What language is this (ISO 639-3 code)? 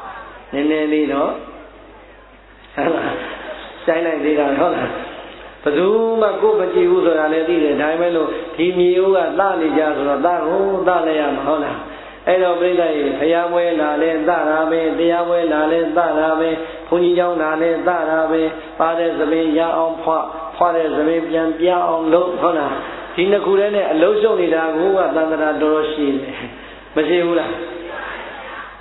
mya